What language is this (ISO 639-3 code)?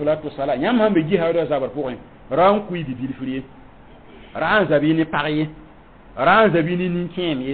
mos